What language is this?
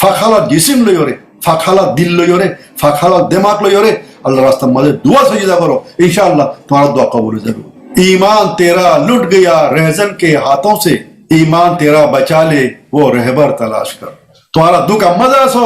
Rohingya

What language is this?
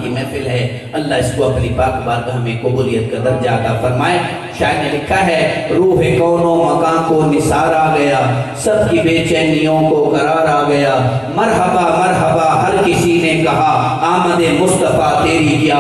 Urdu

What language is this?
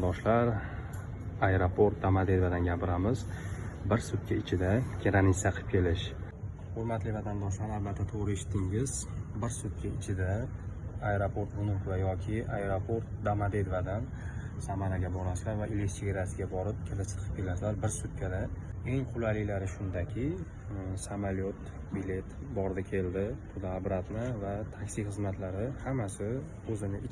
Uzbek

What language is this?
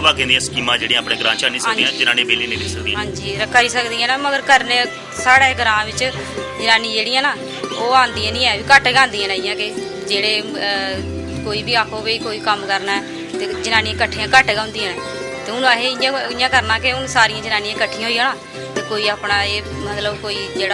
Dogri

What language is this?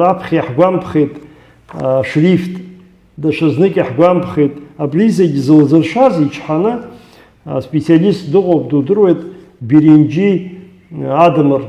Abkhazian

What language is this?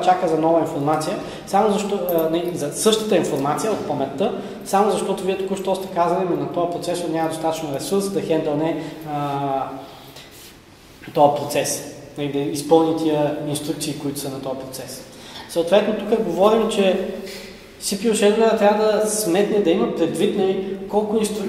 Bulgarian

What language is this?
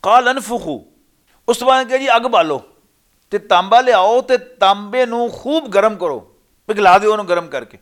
Western Panjabi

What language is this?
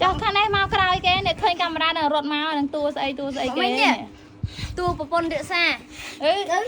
Khmer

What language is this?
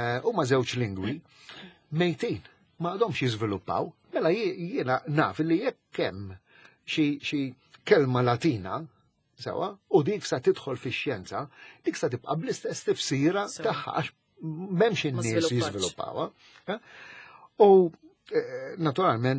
Maltese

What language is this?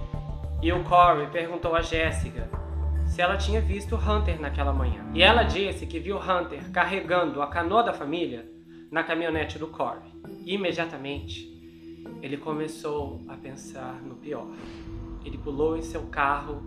Portuguese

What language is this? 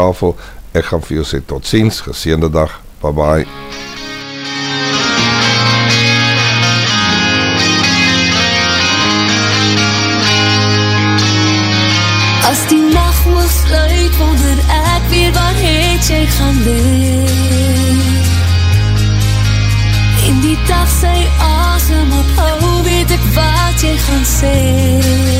Afrikaans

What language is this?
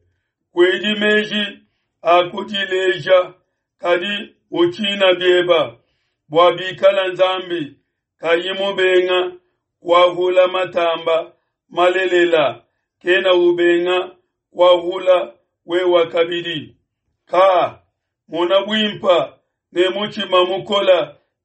Luba-Lulua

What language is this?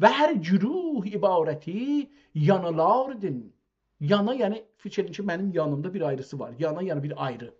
South Azerbaijani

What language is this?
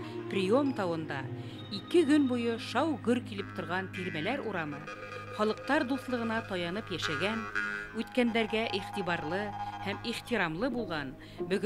Bashkir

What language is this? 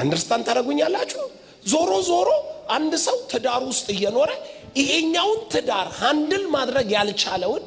Amharic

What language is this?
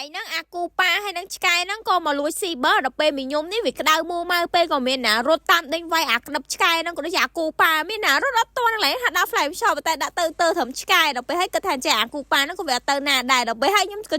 Khmer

